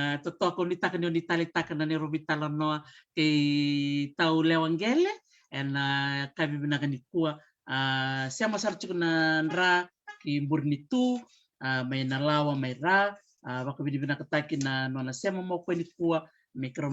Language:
Fijian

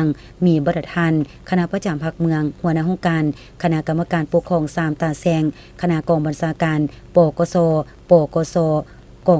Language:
Lao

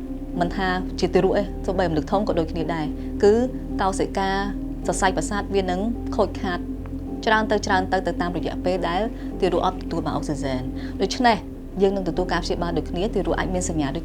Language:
Khmer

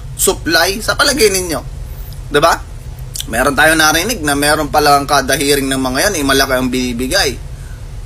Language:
Filipino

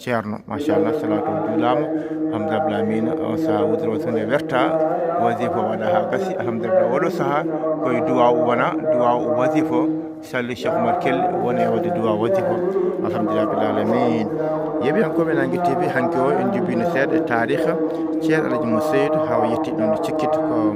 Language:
Fula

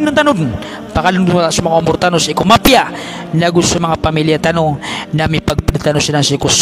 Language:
Maranao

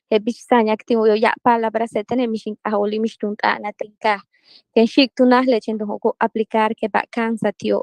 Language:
Yucateco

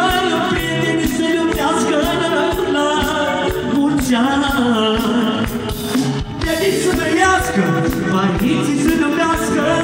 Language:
Romanian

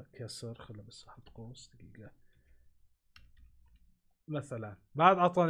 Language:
Gulf Arabic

